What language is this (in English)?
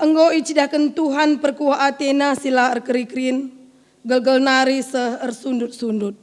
Batak Karo